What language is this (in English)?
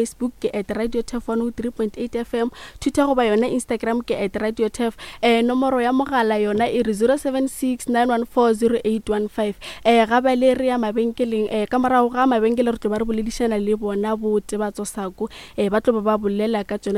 Northern Sotho